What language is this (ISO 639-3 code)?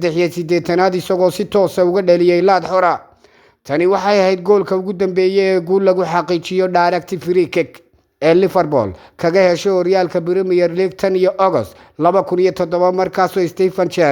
som